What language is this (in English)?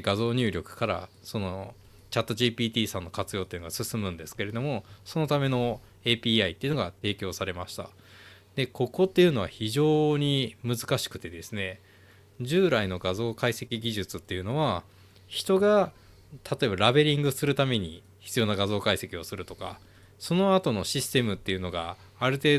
Japanese